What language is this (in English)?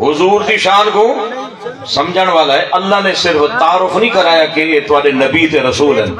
Saraiki